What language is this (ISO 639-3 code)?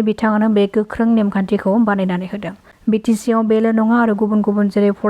brx